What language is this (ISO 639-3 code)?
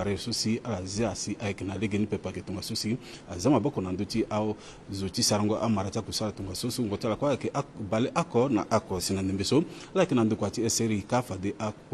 sag